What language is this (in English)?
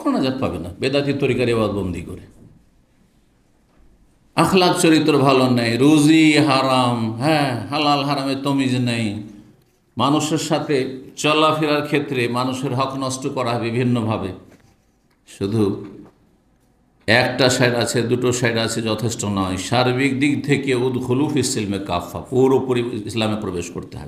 Bangla